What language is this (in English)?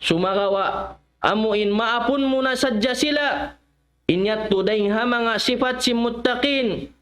Tausug